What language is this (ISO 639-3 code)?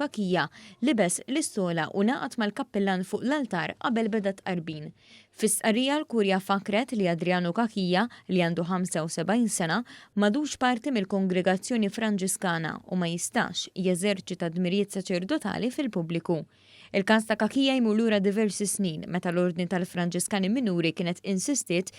mlt